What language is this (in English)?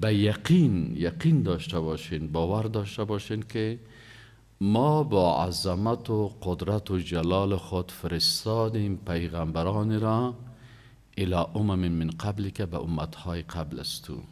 Persian